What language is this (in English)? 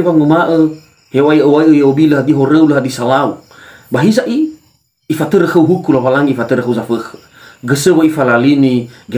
Nias